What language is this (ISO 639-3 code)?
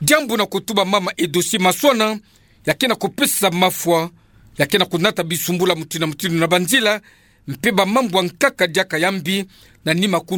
ktu